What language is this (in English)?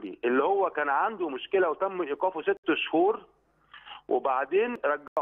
Egyptian Arabic